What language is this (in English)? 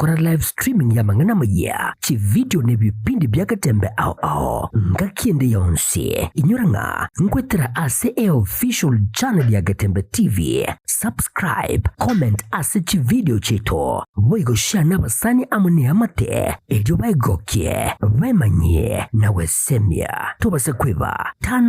Gusii